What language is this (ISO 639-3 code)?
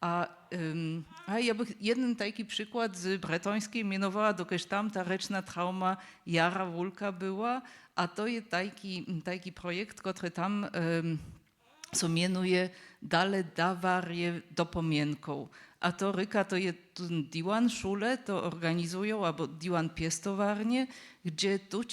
hsb